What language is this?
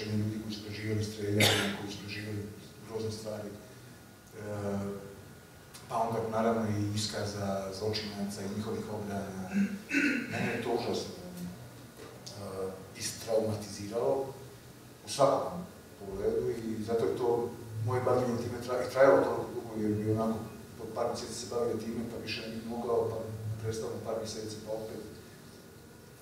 Croatian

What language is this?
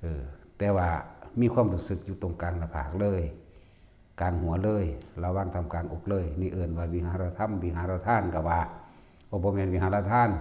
Northeastern Thai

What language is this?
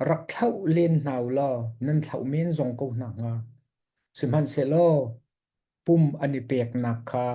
Hakha Chin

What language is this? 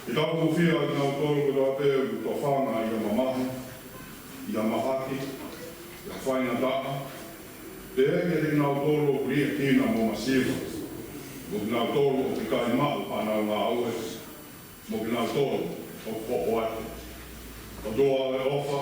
Tongan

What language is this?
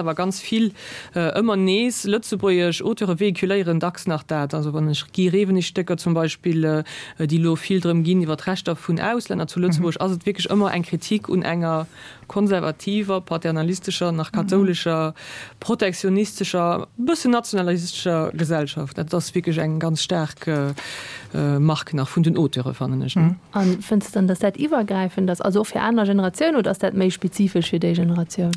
Luxembourgish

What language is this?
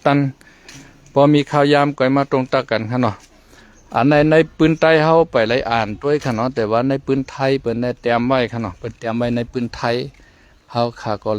Shan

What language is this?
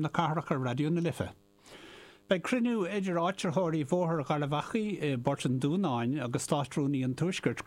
Irish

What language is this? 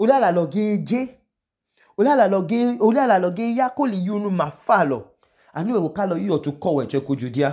Idoma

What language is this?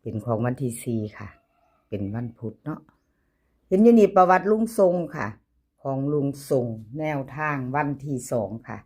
Northeastern Thai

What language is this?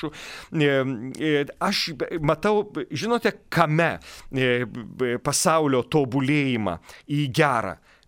Lithuanian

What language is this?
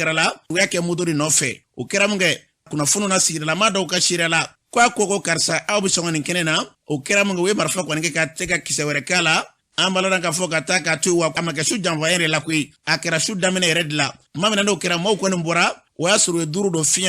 Bambara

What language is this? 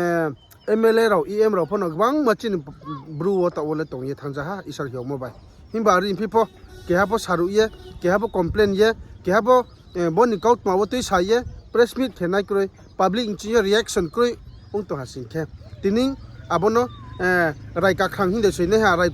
Riang (India)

